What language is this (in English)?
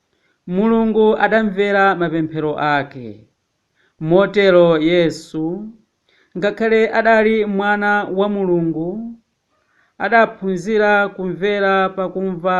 Nyanja